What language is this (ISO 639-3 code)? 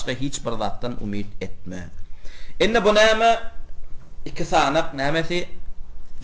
tuk